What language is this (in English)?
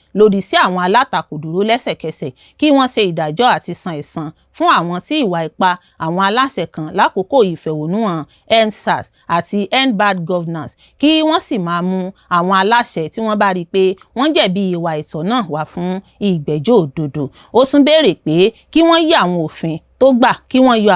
Yoruba